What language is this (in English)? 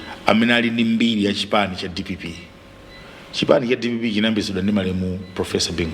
Nyanja